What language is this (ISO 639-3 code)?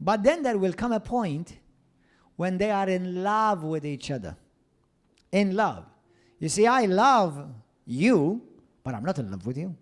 eng